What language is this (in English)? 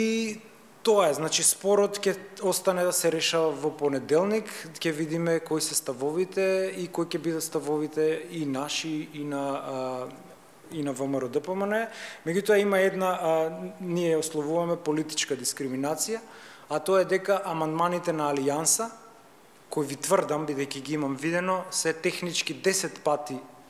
Macedonian